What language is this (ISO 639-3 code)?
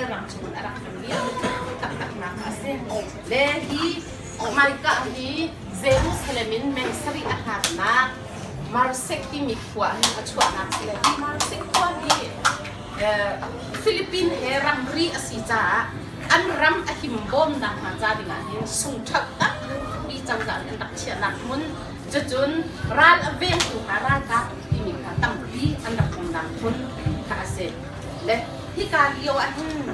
cnh